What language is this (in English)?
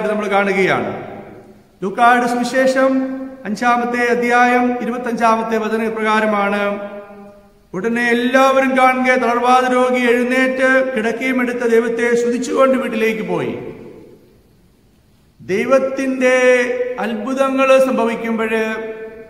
Malayalam